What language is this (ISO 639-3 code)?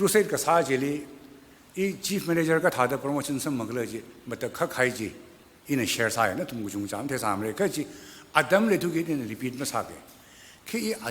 nmf